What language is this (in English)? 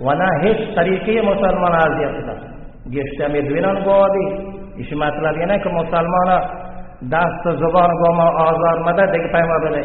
Baluchi